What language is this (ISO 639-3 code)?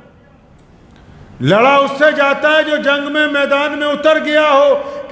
hin